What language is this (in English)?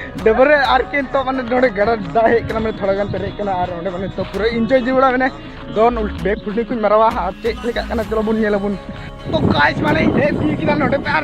Santali